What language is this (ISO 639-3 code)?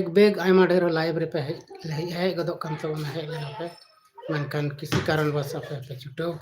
sat